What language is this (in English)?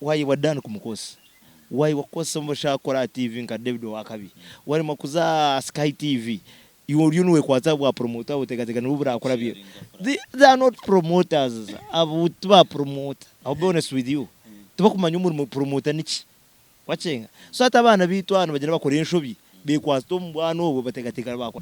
Nyankole